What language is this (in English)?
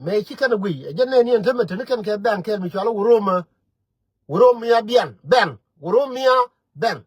Nuer